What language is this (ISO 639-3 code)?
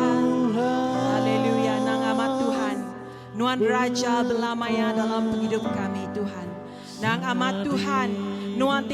iba